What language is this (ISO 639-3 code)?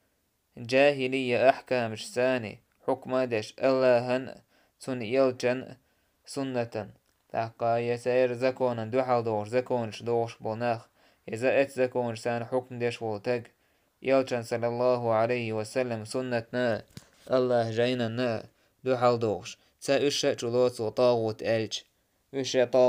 che